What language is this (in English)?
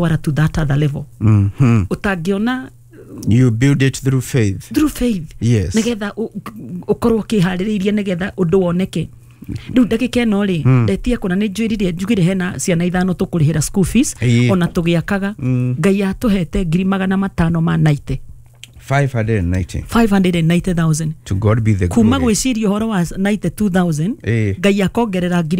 Kikuyu